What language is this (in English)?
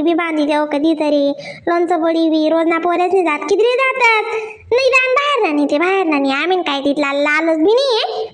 Khandesi